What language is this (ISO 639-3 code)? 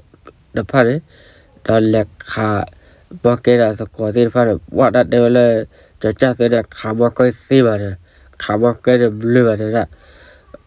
ksw